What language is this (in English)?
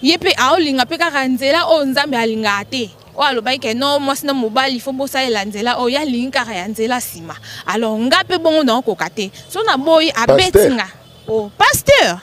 Lingala